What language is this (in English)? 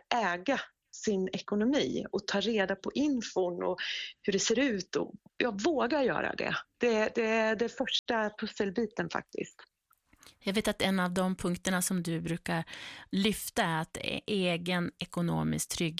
Swedish